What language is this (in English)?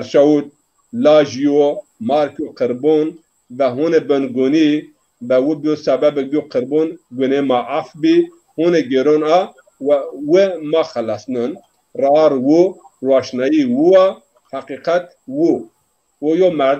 Zaza